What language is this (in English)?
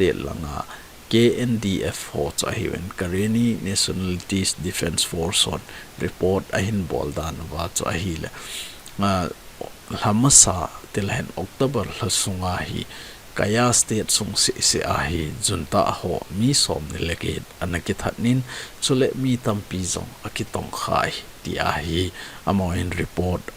Thado Chin